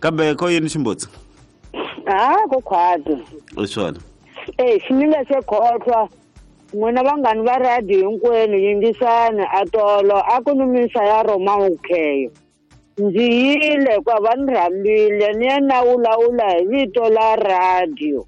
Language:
Tsonga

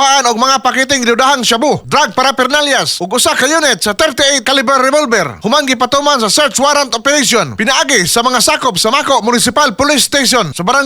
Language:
Cebuano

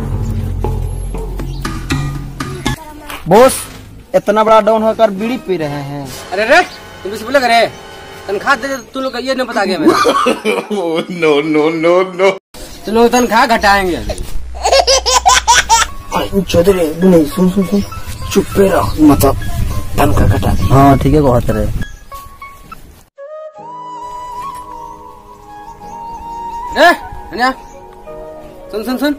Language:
Bhojpuri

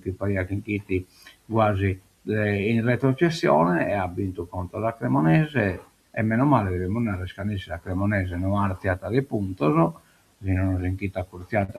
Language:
Sardinian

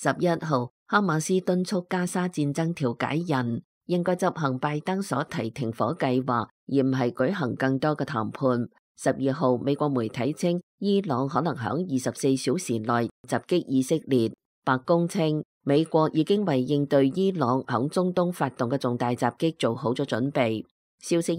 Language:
Cantonese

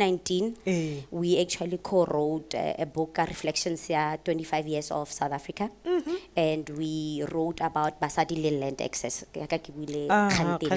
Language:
Tswana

